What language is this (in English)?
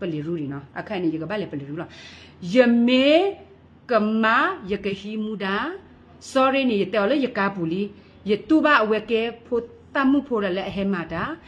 S'gaw Karen